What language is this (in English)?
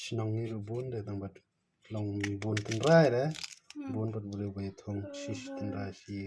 Khasi